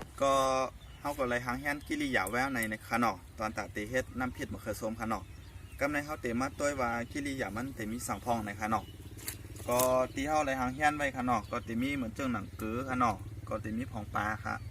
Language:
Shan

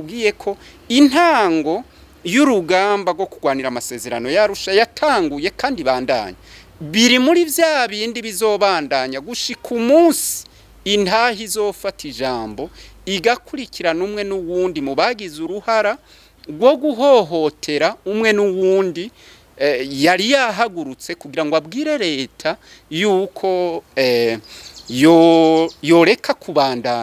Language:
Rundi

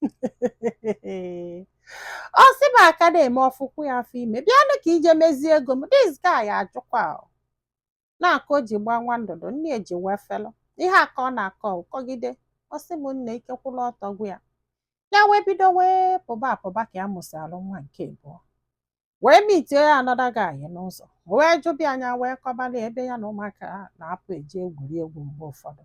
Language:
Igbo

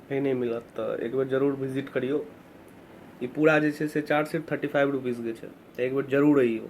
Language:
Maithili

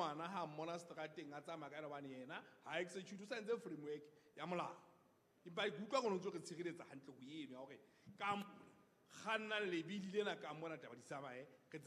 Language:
Southern Sotho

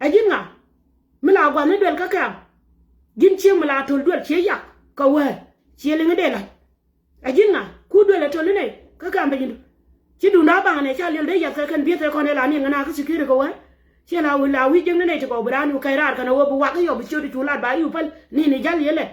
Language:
Nuer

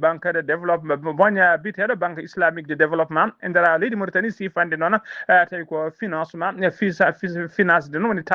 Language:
Fula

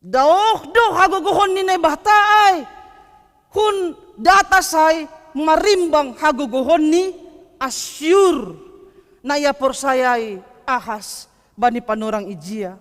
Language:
Batak Simalungun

